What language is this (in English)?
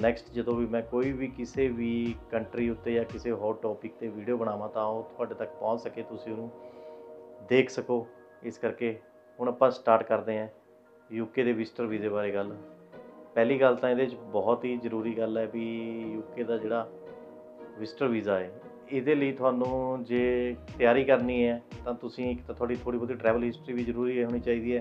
Punjabi